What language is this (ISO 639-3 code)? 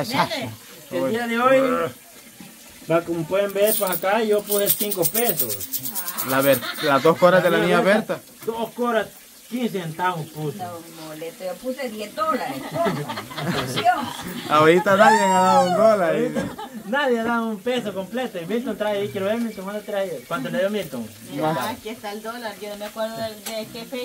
spa